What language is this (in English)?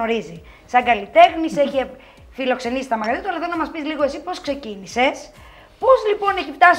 Greek